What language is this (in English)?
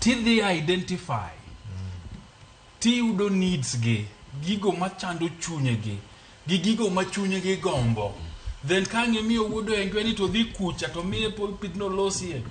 Luo (Kenya and Tanzania)